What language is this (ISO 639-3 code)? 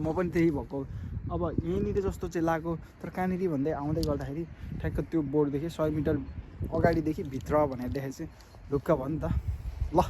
nep